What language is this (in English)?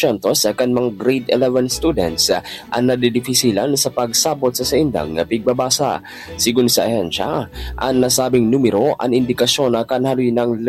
Bikol